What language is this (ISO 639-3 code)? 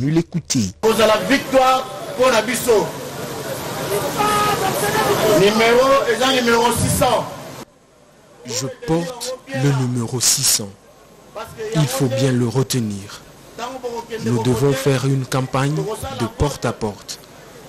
fra